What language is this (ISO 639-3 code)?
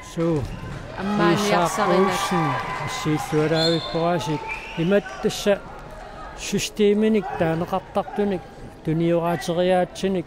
kal